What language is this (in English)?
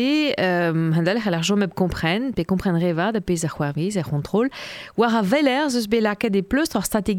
Breton